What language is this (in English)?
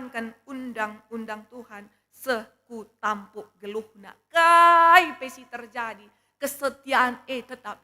Batak Karo